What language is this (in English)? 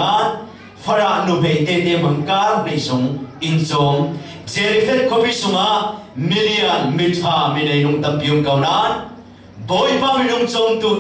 Falam Chin